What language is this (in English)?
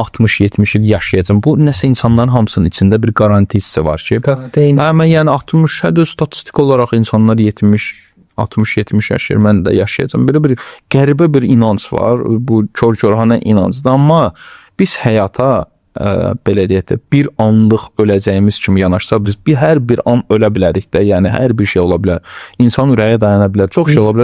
Azerbaijani